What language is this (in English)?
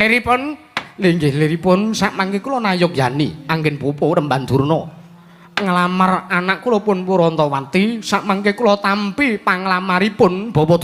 Javanese